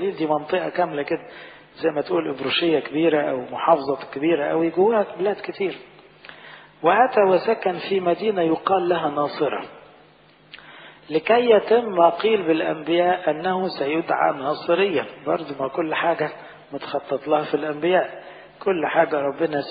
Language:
Egyptian Arabic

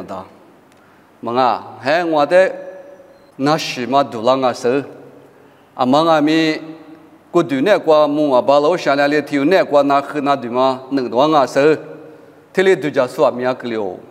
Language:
Lisu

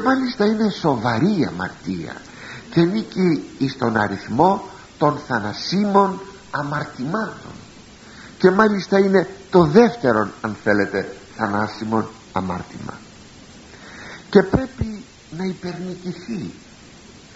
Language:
Greek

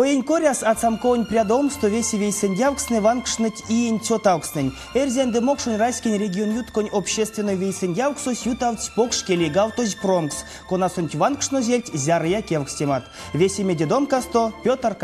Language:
Erzya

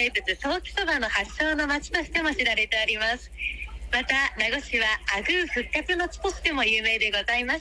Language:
Japanese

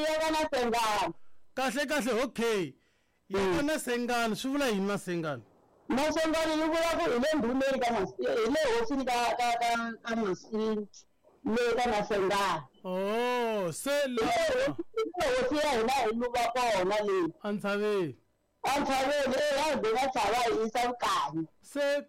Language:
Tsonga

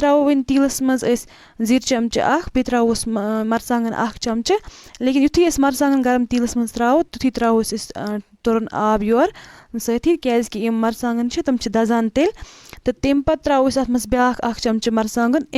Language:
Kashmiri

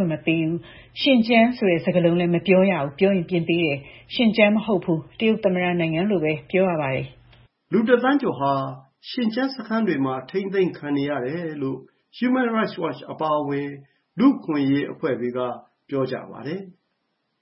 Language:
Burmese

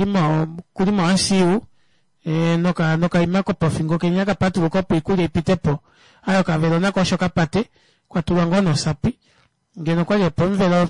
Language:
Kuanyama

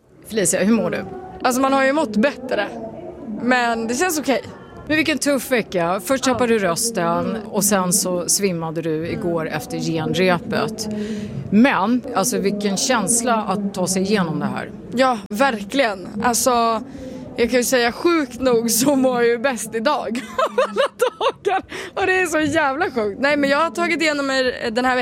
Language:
Swedish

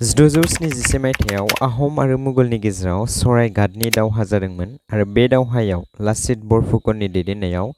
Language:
Bodo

